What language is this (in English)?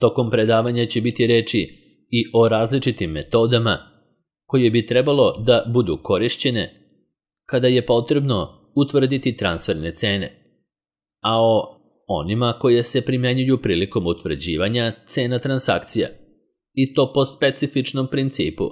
Serbian